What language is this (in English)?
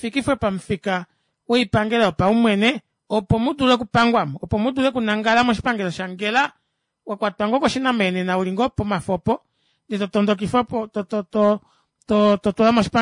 Kuanyama